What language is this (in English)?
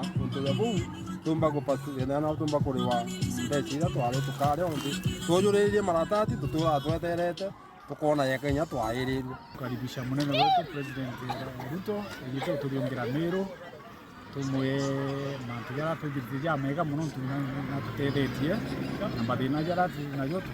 Meru